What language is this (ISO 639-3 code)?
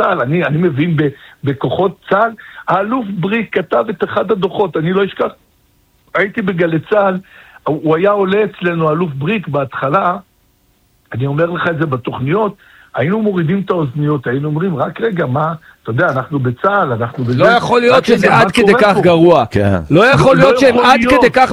heb